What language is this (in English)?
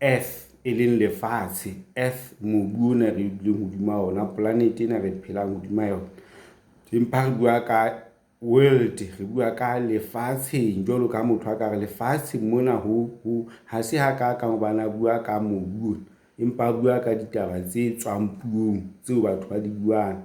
Southern Sotho